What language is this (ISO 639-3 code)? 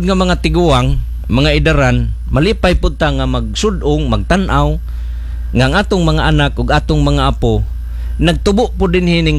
ceb